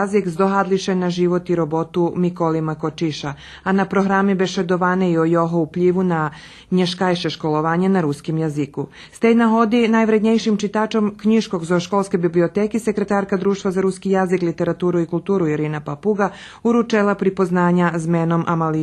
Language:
Rusyn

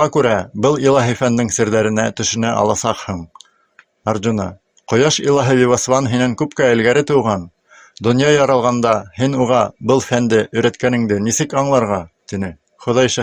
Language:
Bashkir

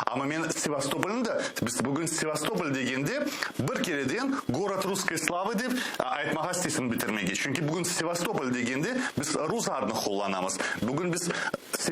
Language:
Crimean Tatar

